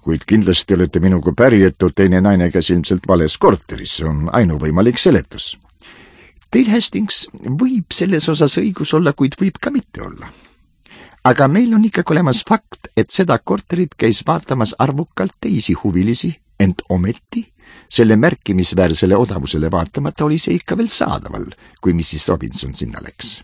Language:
Estonian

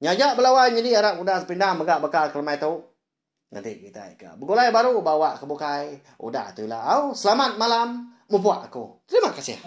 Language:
Iban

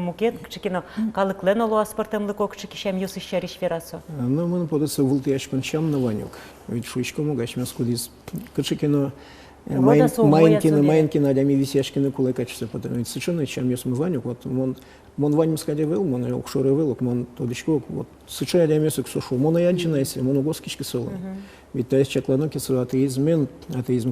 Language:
Udmurt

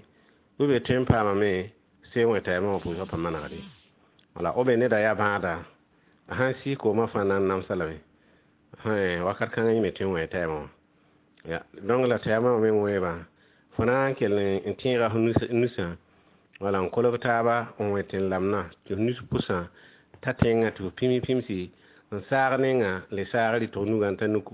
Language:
Mossi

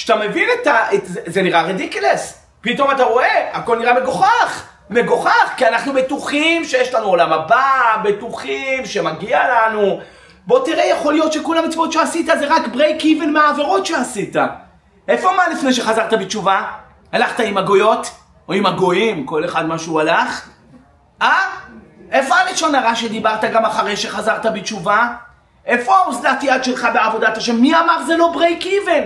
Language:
Hebrew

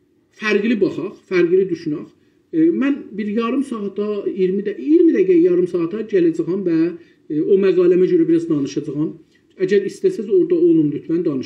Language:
South Azerbaijani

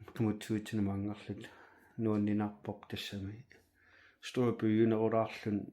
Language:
Kalaallisut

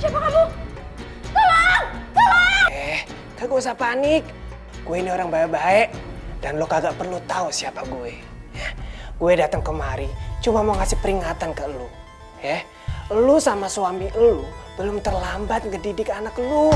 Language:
Betawi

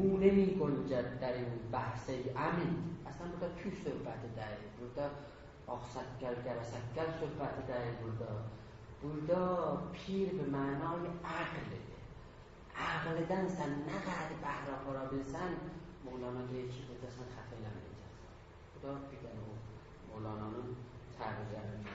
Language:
South Azerbaijani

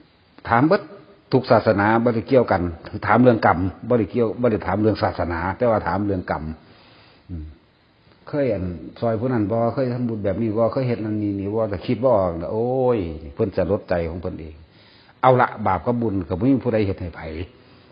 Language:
Northeastern Thai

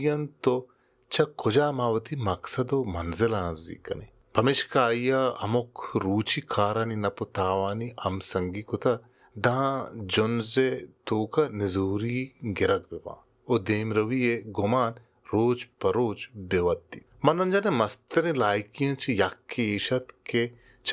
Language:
Baluchi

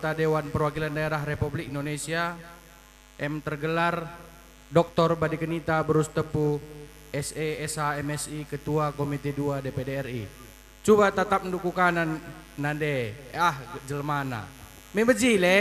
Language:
Batak Karo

